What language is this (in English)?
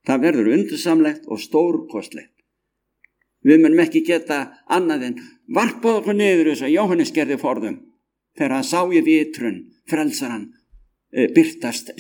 Icelandic